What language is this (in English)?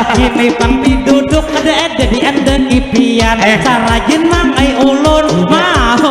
Banjar